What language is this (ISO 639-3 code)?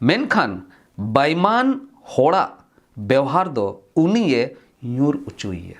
sat